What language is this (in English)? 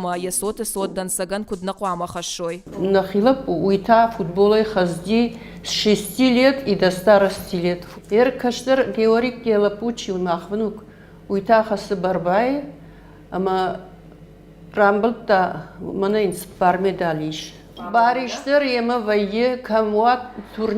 Ossetic